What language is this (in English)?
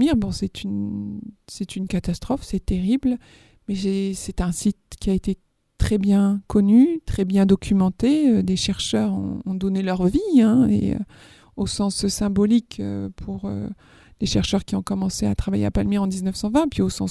French